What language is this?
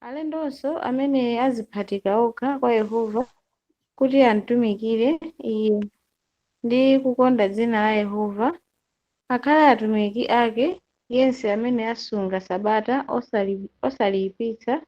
Nyanja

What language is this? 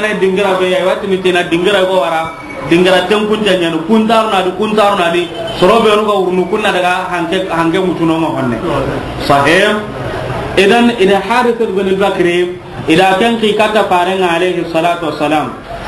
Soninke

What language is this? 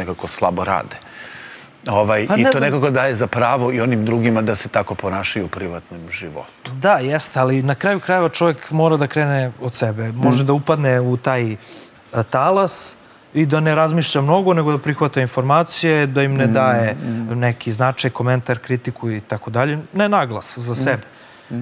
Serbian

